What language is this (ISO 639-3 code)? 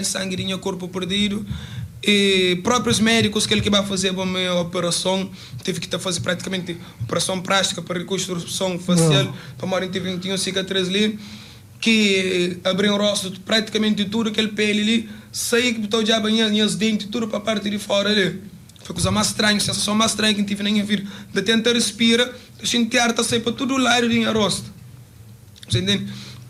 kea